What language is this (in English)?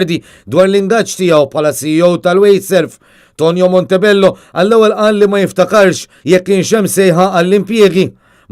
Maltese